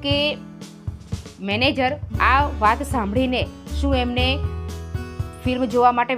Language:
Gujarati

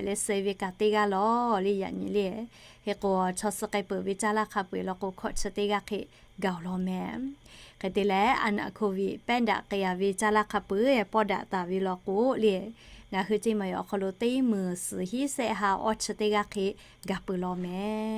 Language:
Lahu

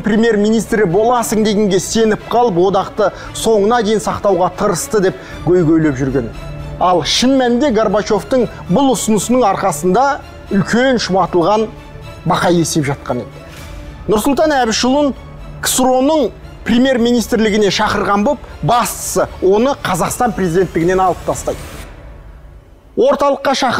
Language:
Kazakh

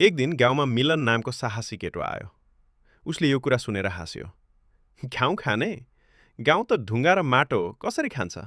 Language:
Nepali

